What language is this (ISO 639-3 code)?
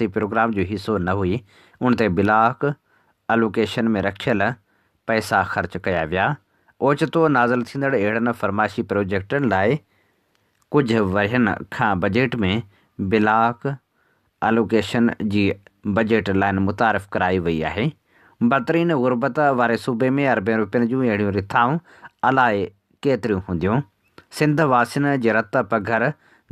snd